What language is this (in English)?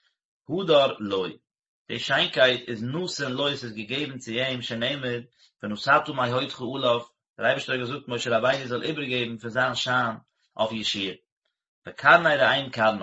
Yiddish